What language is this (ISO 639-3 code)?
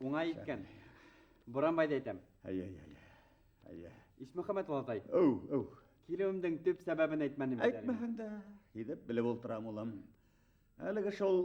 bak